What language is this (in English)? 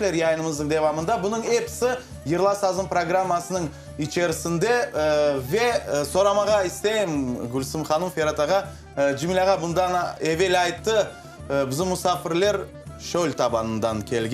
Crimean Tatar